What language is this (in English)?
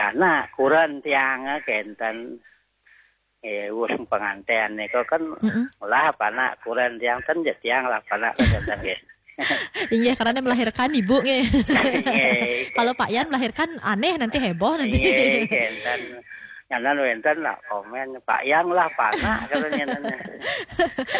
Balinese